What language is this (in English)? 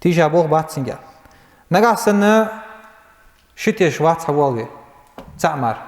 Ingush